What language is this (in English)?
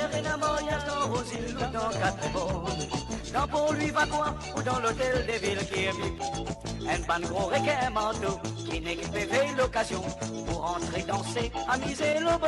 Morisyen